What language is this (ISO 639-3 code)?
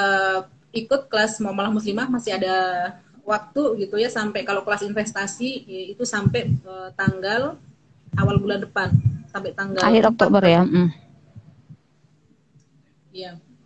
ind